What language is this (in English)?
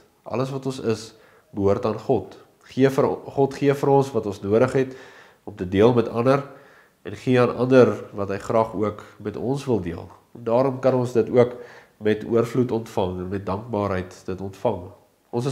Afrikaans